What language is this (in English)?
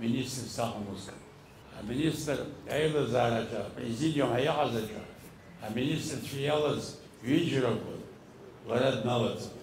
Abkhazian